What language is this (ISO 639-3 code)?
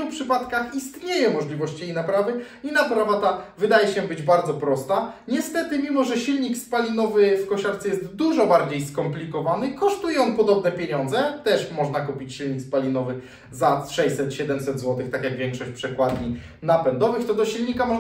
pol